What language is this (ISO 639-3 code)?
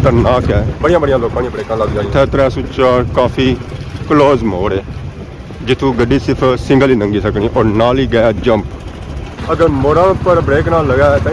phr